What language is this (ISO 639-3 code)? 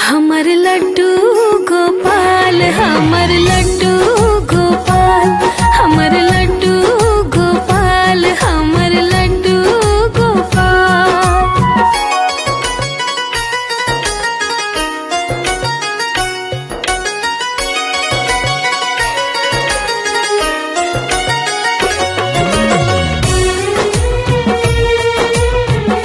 bho